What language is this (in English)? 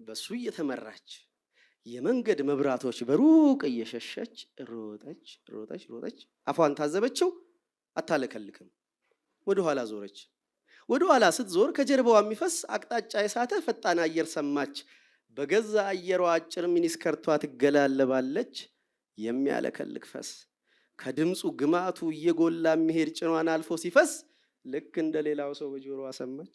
Amharic